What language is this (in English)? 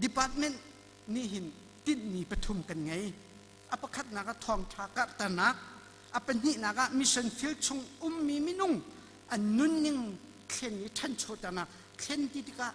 Hakha Chin